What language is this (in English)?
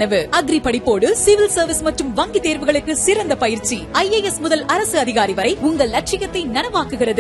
Tamil